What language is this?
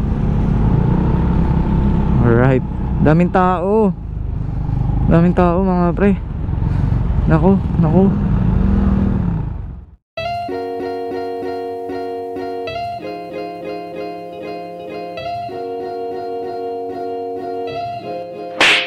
Filipino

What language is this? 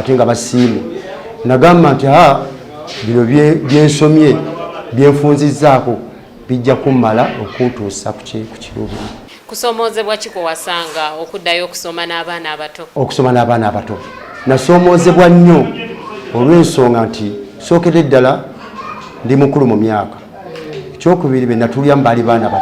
Ganda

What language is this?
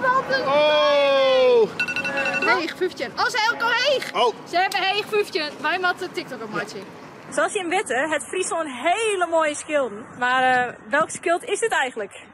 Western Frisian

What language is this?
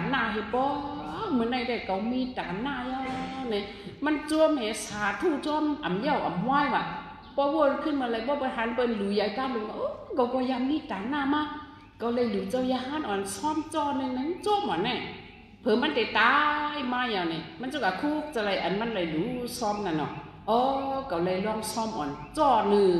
Shan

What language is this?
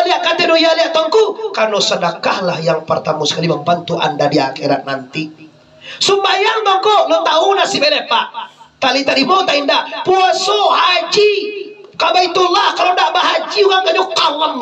Minangkabau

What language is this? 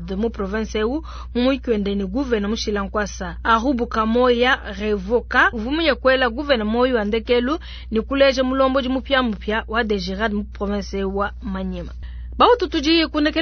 Luba-Lulua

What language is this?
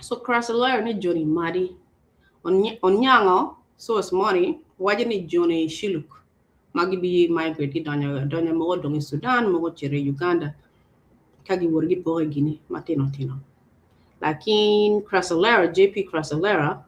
Acoli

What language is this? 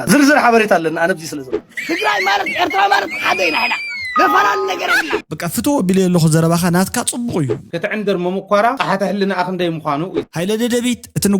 Tigrinya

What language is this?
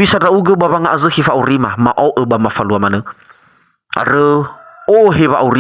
Nias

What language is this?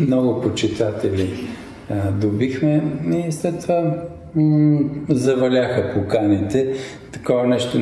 Bulgarian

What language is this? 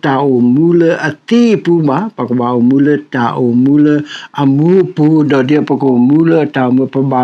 S'gaw Karen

